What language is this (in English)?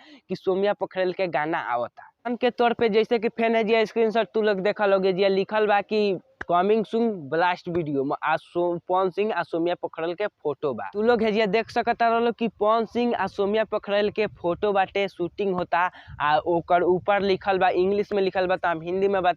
Bhojpuri